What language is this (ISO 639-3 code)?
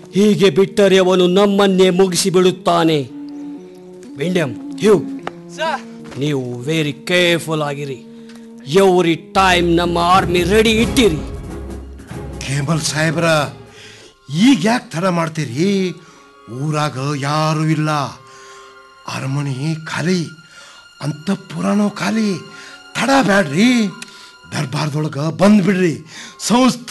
kan